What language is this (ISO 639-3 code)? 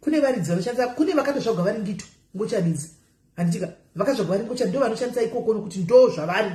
sna